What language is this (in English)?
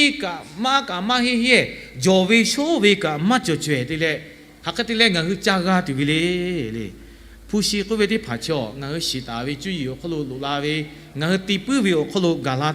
Lahu